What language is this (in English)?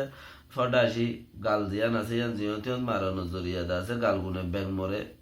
Rohingya